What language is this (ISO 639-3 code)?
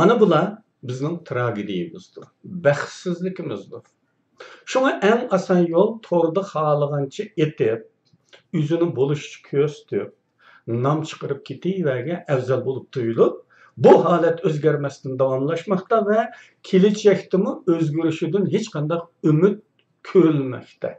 uig